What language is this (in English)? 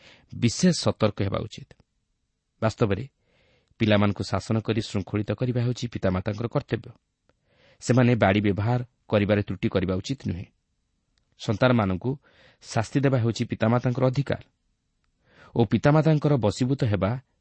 Odia